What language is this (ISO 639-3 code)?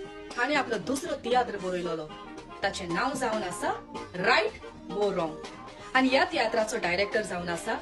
kok